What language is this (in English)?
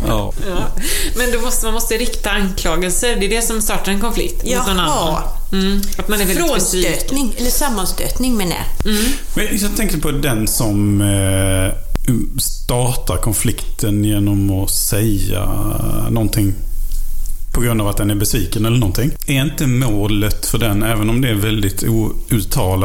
Swedish